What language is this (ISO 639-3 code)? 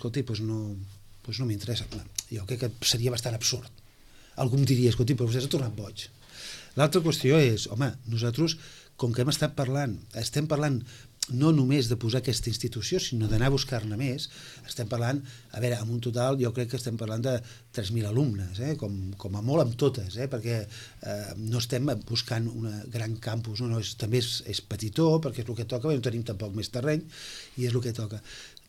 cat